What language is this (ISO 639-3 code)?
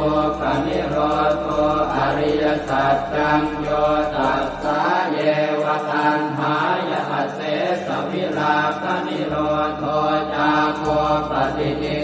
pli